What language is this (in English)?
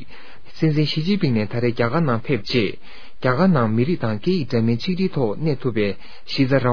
Tibetan